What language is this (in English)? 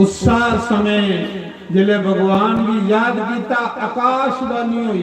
Dogri